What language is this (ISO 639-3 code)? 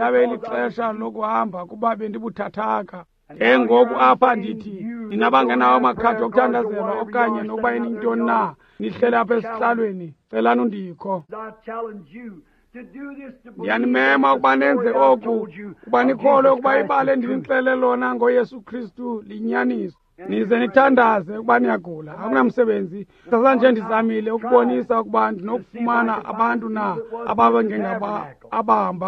xho